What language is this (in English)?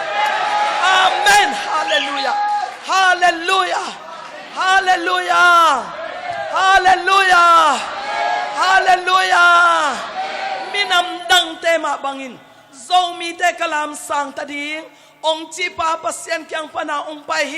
Tedim Chin